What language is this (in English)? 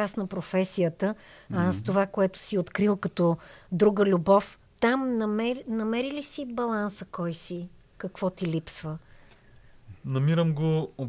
Bulgarian